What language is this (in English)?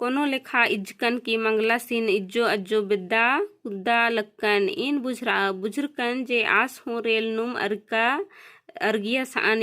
Kurukh